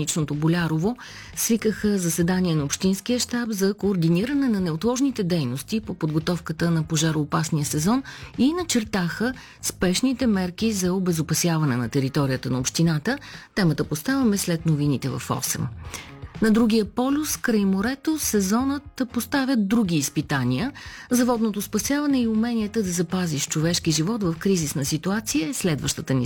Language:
Bulgarian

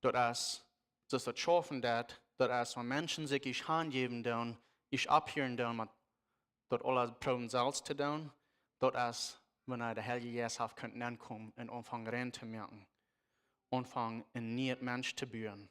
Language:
Plautdietsch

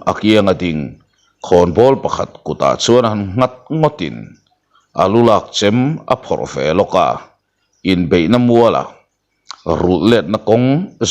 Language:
Mizo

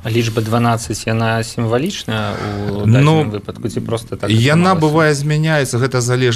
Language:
Belarusian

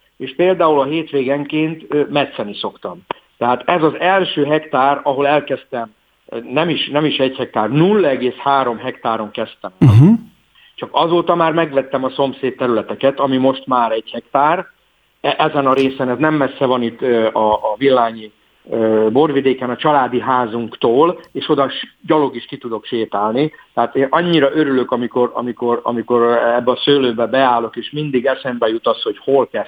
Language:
Hungarian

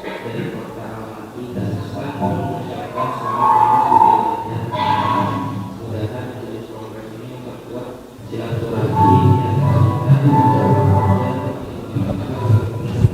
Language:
Banjar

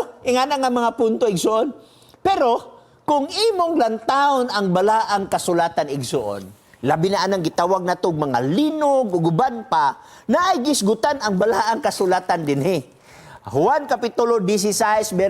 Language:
Cebuano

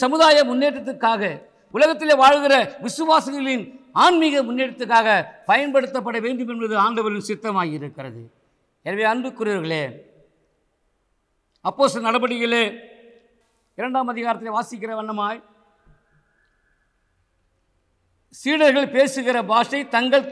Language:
Tamil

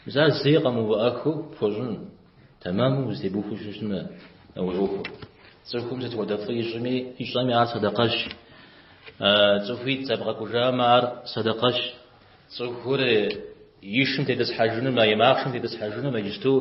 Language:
Kabardian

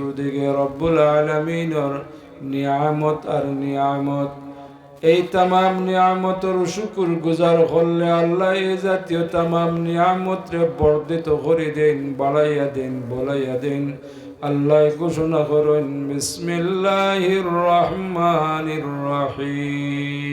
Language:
Sylheti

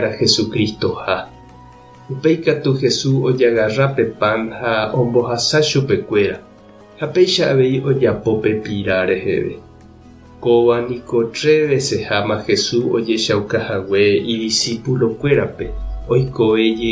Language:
Guarani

